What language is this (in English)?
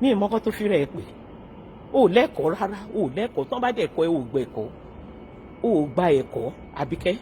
Yoruba